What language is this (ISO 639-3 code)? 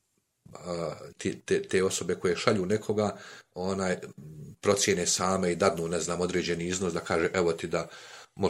bos